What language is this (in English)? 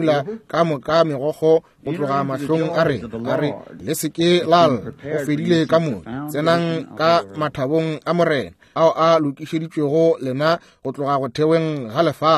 Northern Sotho